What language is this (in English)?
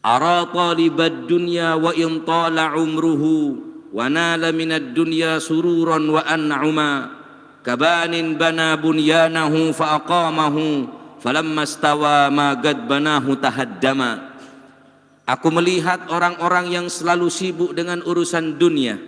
Madurese